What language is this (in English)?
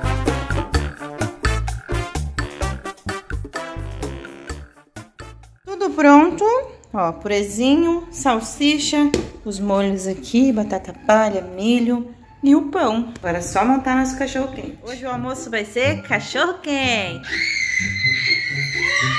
Portuguese